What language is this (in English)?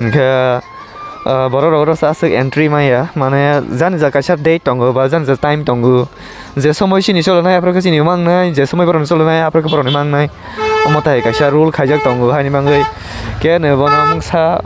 Kok Borok